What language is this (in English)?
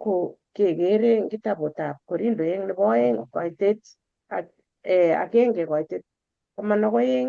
Kalenjin